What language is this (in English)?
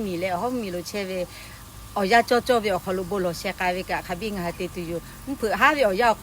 Lahu